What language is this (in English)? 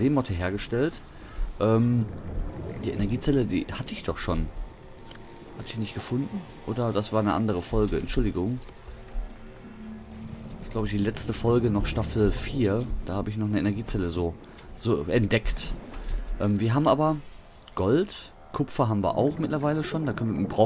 German